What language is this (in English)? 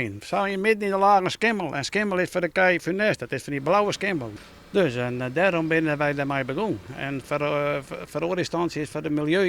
Western Frisian